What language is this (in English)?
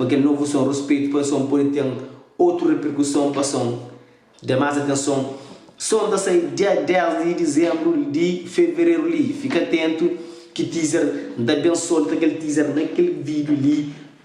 Kabuverdianu